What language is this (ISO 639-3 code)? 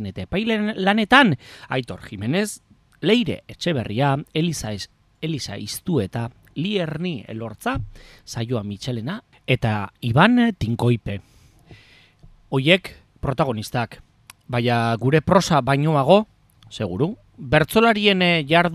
eus